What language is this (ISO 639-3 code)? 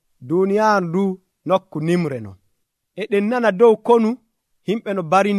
fuv